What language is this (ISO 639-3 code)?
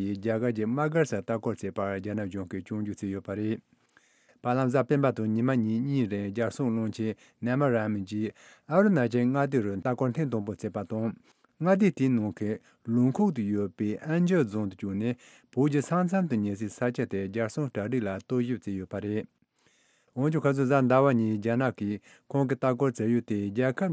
bod